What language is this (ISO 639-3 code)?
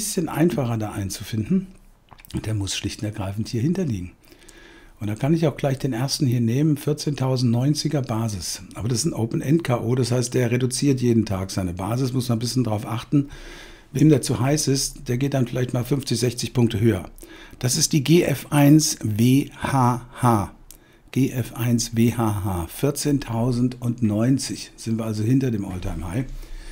deu